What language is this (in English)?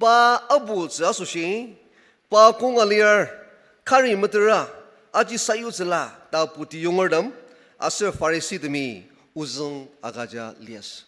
Ao Naga